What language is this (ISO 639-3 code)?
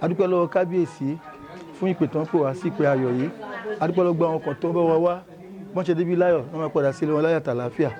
yor